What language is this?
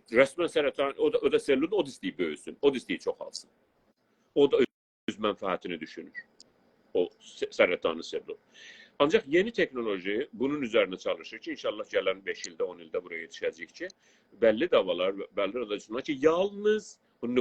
South Azerbaijani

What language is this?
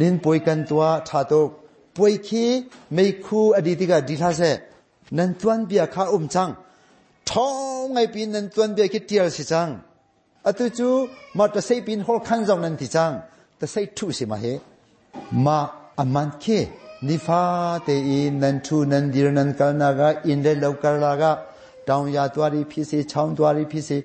Hakha Chin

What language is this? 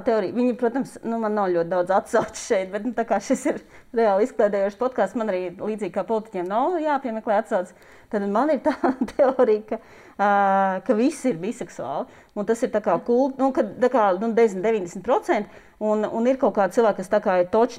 Latvian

